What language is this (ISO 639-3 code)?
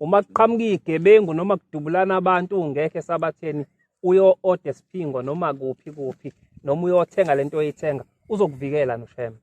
zul